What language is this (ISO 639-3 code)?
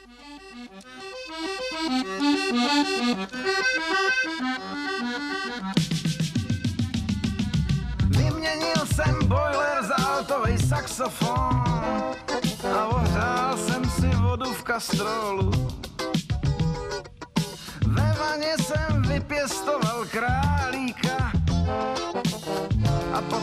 ces